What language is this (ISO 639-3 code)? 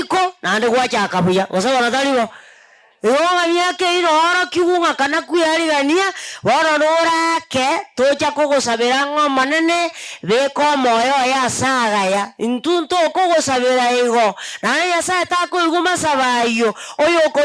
guz